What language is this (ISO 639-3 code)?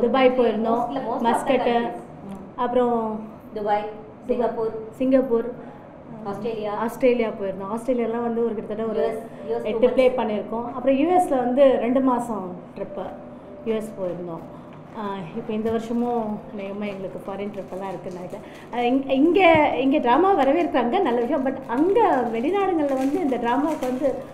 tam